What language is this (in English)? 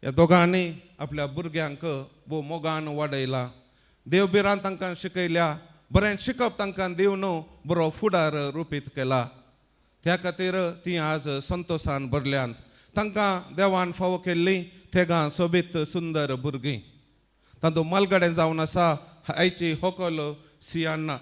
Konkani